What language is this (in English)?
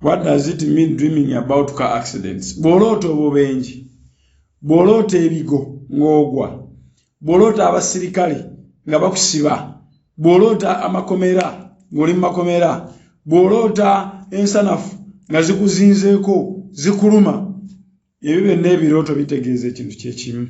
Ganda